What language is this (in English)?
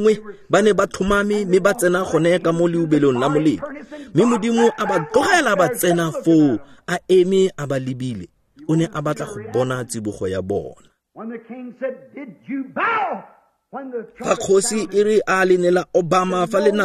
Tswana